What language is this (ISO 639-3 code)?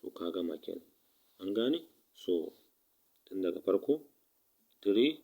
hau